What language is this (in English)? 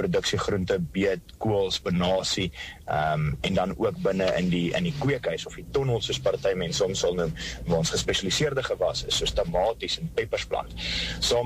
Afrikaans